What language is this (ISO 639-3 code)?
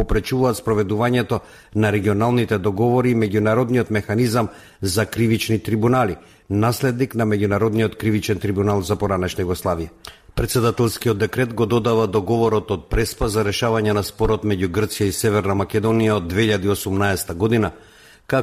mkd